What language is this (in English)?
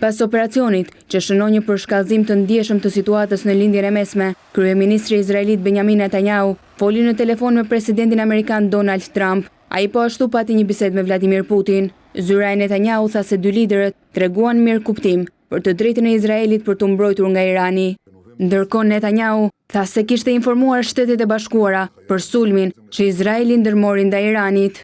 Albanian